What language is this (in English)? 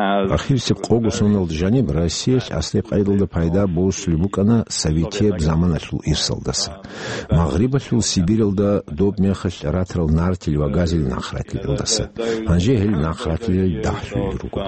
Avaric